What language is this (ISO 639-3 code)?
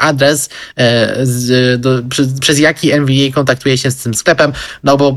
pol